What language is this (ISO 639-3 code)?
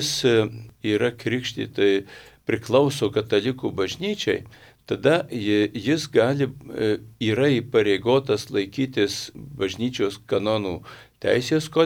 lit